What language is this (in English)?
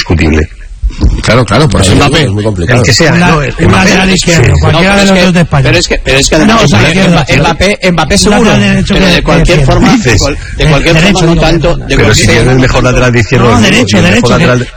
Spanish